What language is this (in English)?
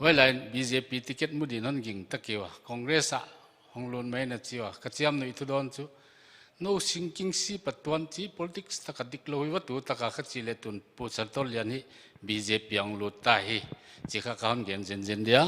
Paite Chin